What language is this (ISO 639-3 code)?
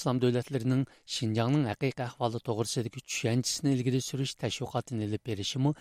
uig